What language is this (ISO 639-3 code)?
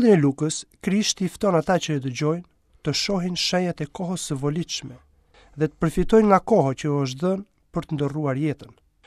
sqi